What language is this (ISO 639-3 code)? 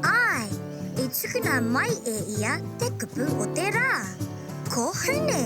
mri